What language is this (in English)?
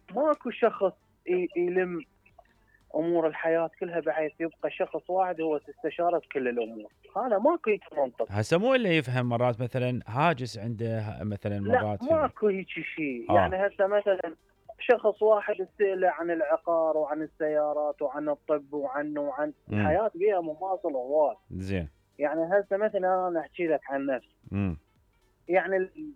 Mesopotamian Arabic